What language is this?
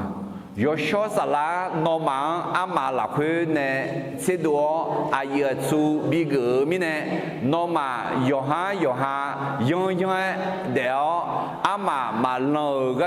Akha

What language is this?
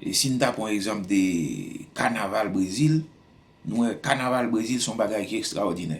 Haitian Creole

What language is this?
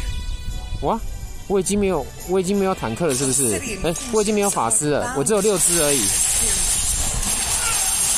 Chinese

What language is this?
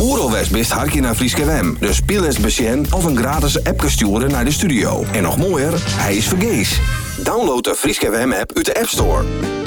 Dutch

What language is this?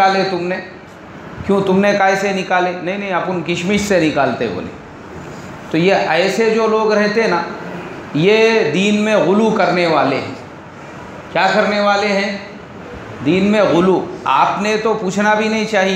Hindi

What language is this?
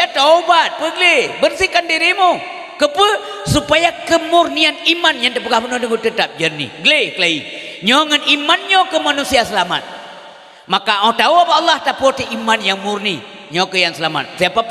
Achinese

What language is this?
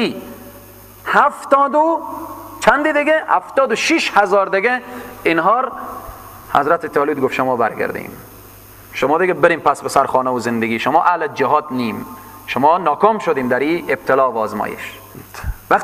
Persian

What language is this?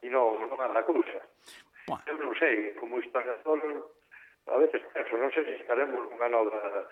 Galician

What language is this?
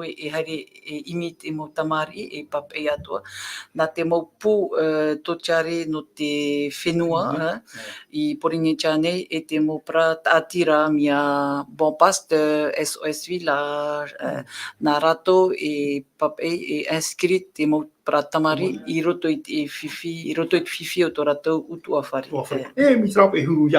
Tahitian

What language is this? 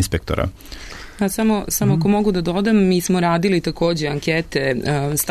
Serbian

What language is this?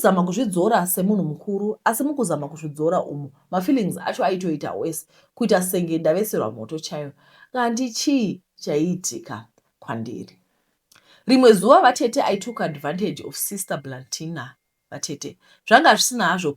Shona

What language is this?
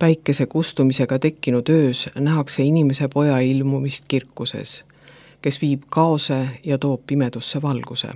Estonian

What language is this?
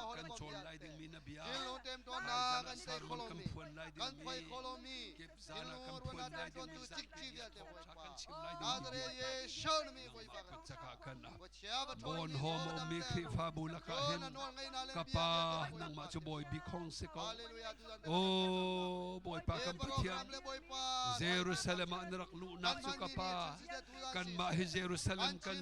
Hakha Chin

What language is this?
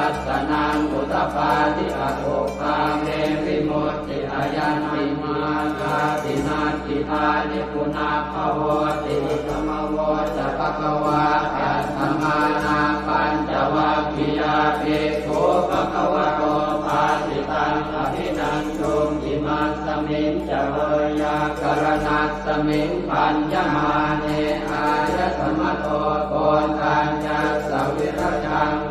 Pali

